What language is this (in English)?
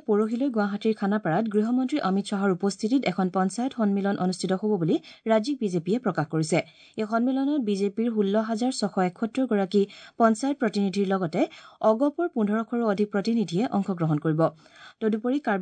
Assamese